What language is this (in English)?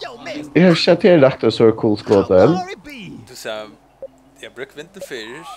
Faroese